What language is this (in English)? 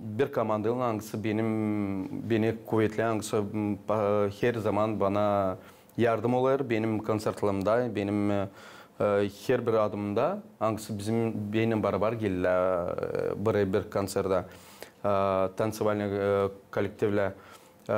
Gagauz